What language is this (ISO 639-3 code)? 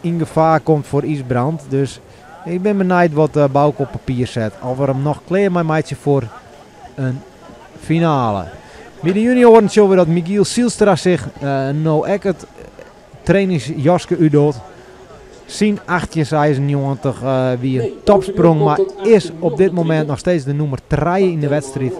fry